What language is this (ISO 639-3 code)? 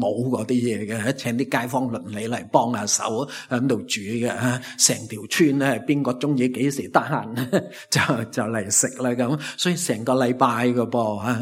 yue